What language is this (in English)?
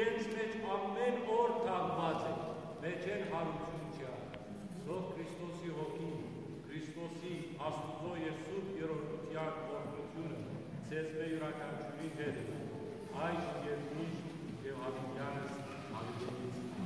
Western Armenian